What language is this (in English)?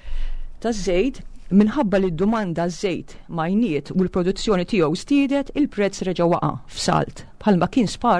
Maltese